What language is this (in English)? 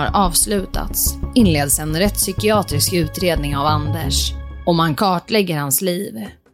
Swedish